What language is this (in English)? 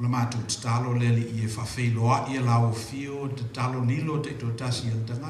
Samoan